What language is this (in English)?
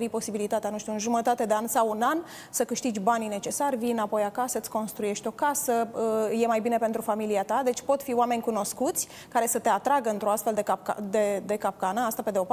Romanian